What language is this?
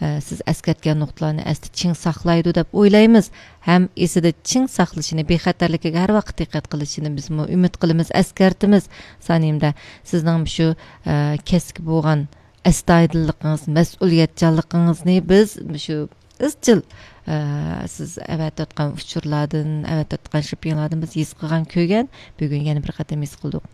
Uyghur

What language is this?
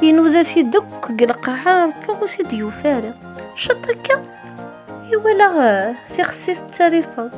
Kabyle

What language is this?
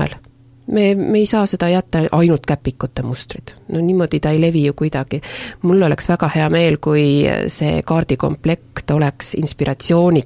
Estonian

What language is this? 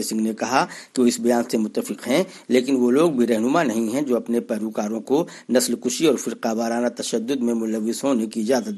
Urdu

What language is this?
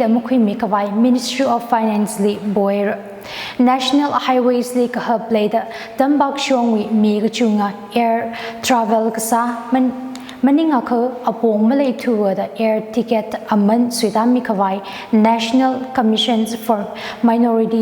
Tangkhul Naga (India)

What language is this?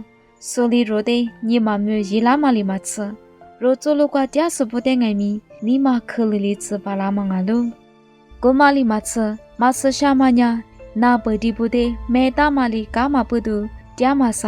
Lisu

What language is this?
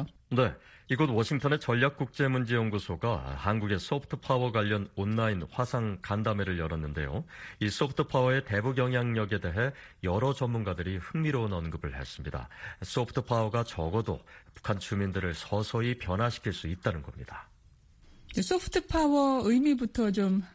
Korean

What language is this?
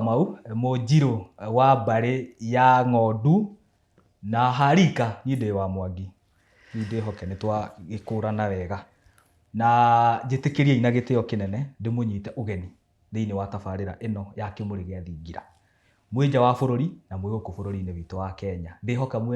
Kikuyu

